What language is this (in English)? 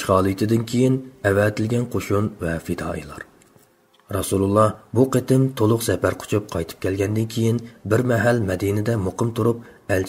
Uyghur